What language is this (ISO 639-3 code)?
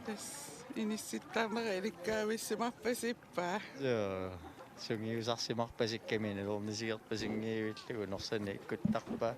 kal